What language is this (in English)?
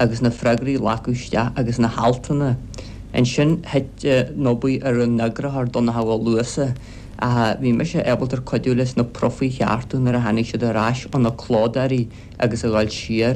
Irish